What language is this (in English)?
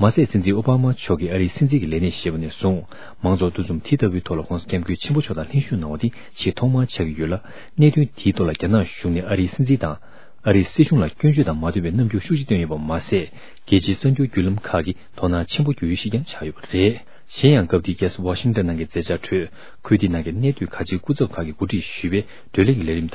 Tibetan